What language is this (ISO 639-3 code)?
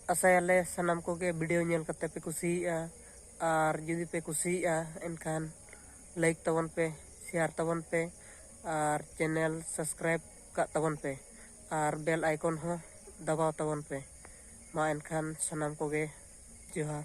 sat